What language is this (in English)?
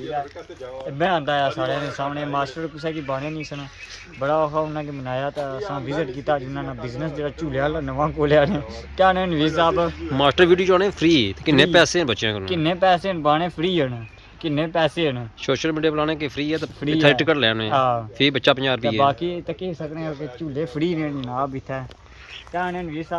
Pahari-Potwari